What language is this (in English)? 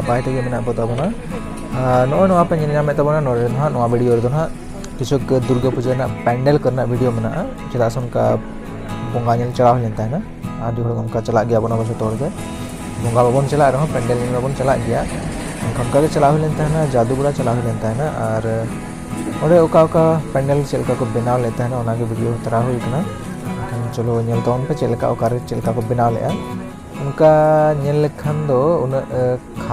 Santali